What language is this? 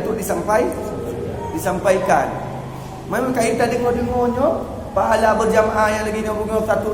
Achinese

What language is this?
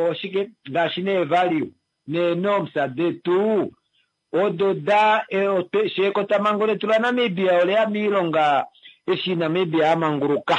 Kuanyama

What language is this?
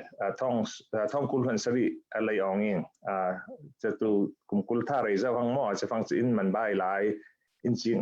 Falam Chin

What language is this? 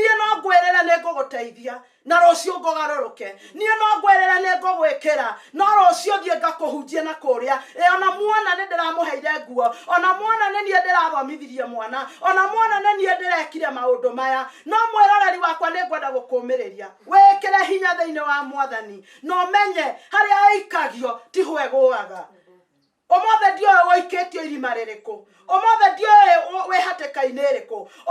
Kikuyu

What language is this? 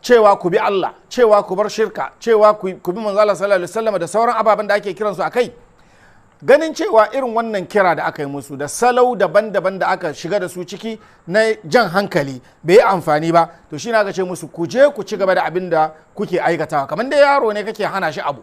Hausa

